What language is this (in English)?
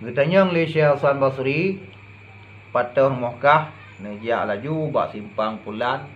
Achinese